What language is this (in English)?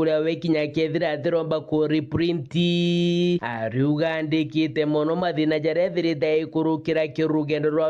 Meru